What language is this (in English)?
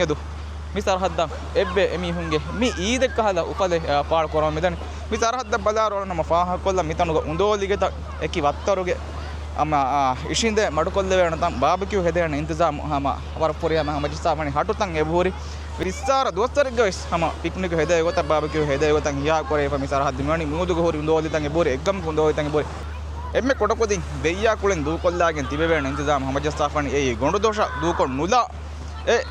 Divehi